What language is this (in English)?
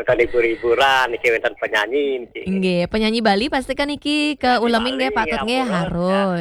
Balinese